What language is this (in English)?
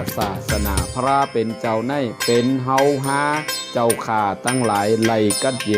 Shan